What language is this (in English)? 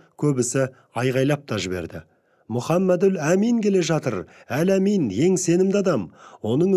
Kazakh